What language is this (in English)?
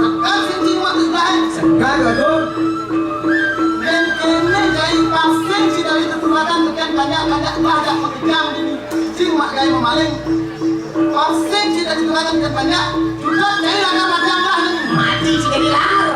Balinese